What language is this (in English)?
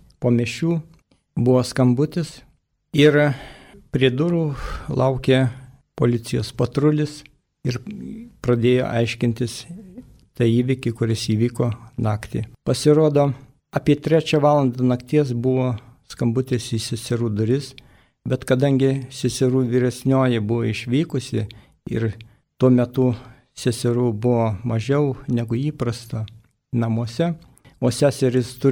Lithuanian